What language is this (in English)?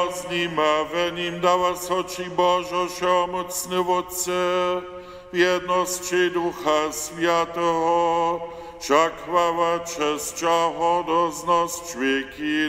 Upper Sorbian